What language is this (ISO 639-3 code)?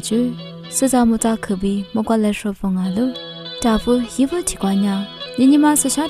lis